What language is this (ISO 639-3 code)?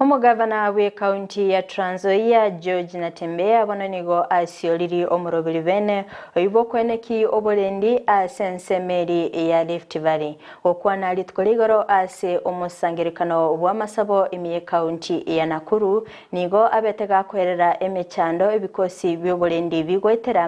guz